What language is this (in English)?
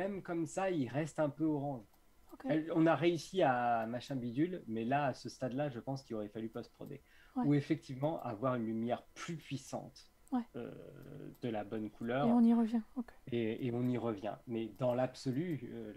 French